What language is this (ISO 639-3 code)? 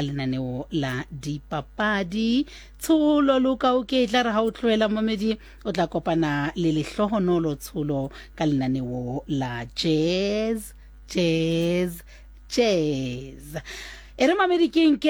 sot